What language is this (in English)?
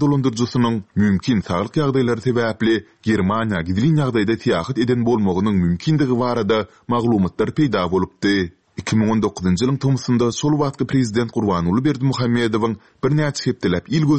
Turkmen